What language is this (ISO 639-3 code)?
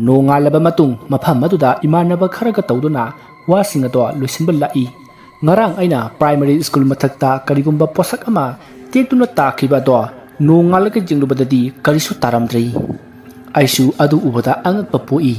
mni